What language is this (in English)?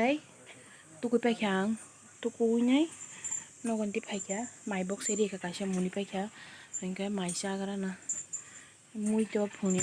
Kok Borok